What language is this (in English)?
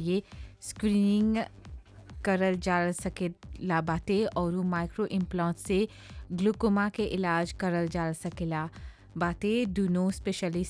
Bhojpuri